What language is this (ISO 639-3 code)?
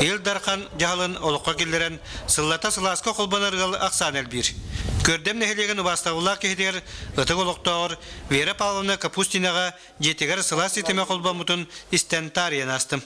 sah